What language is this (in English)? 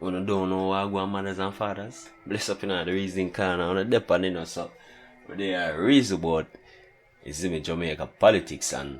Jamaican Creole English